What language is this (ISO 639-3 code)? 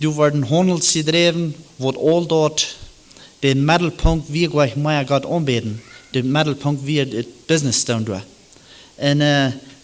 pdt